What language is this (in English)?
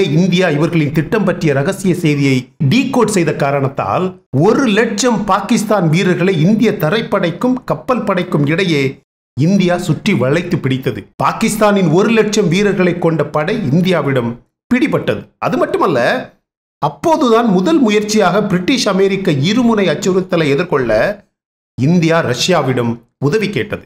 Tamil